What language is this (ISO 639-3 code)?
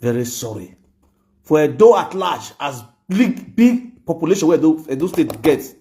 pcm